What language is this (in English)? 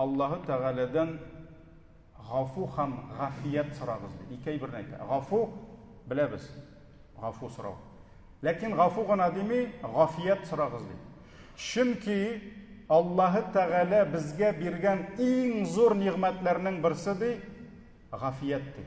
Tatar